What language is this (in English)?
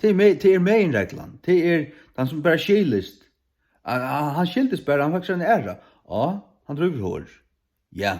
Faroese